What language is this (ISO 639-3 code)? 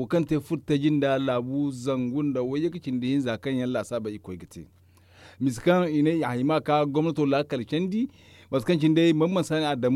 dje